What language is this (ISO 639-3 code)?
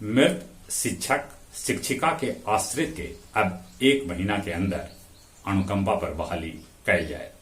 mag